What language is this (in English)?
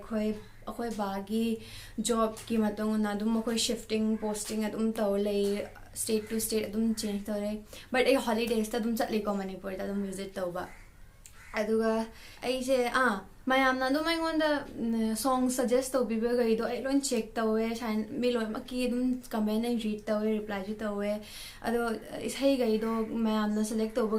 Manipuri